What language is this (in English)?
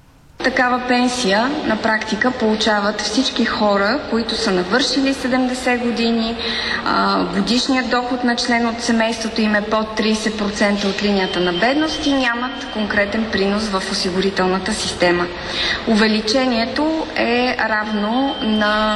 Bulgarian